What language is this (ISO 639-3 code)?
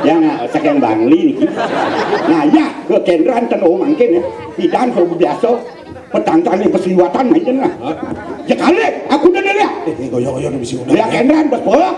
ban